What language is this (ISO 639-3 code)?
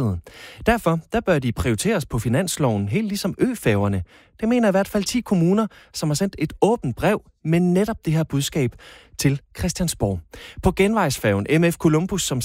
dan